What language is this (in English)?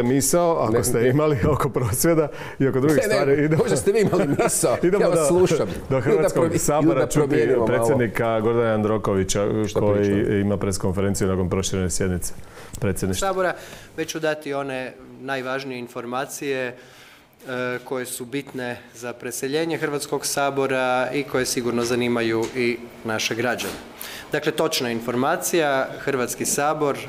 Croatian